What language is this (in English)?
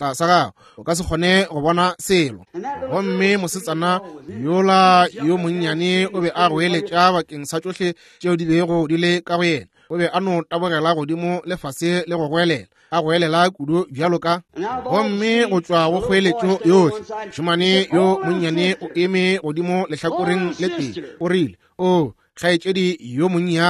Northern Sotho